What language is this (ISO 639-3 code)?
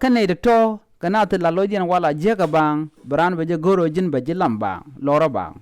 nus